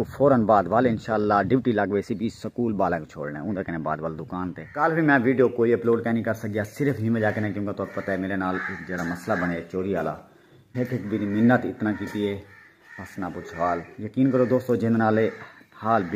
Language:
Saraiki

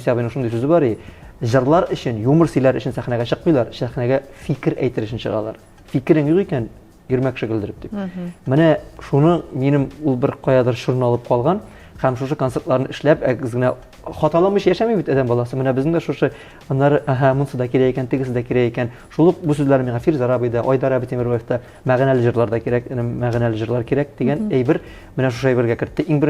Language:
Tatar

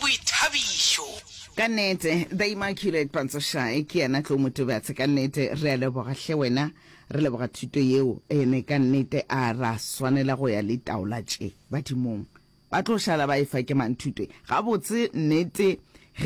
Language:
Northern Sotho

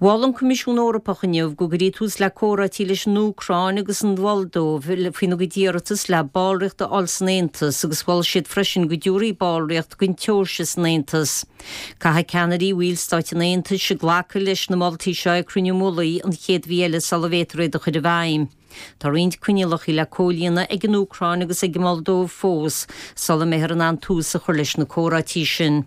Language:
Irish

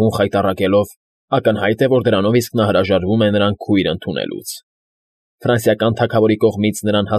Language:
Armenian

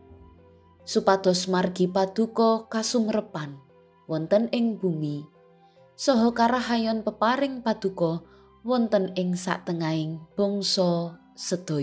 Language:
Javanese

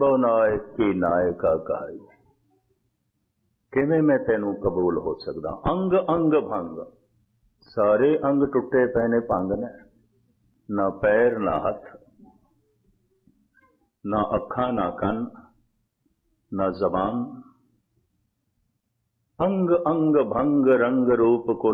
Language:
Punjabi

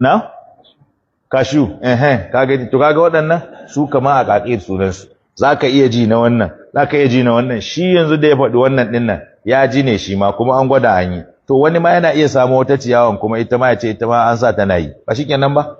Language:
Hausa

